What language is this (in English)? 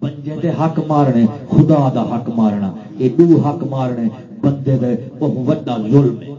Saraiki